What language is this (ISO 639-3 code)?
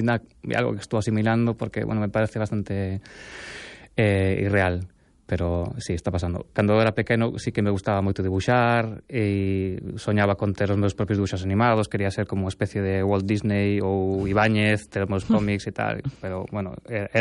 glg